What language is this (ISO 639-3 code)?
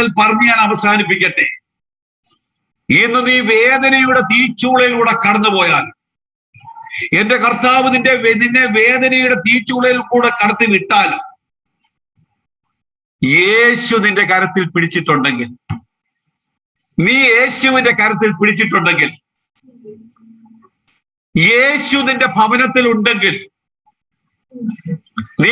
mal